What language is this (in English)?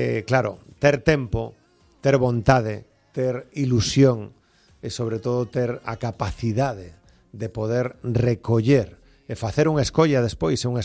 Galician